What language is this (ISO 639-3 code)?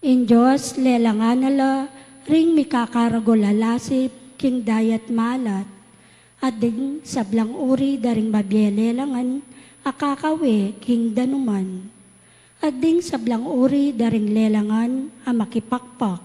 pam